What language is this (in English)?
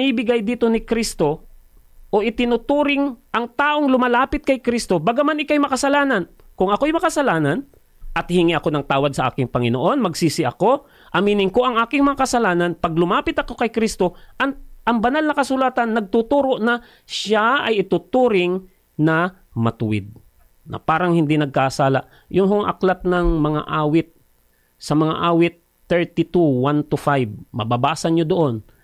Filipino